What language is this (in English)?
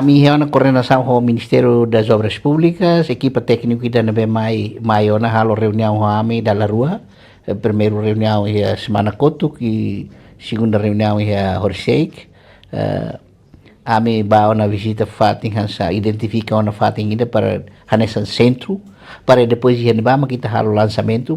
Tetum